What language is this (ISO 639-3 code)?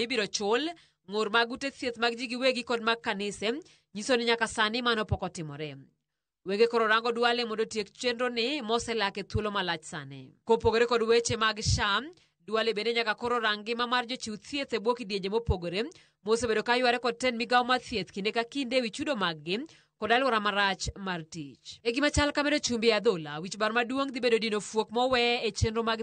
luo